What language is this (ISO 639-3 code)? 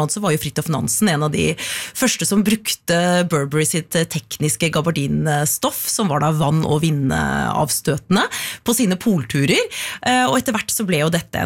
nor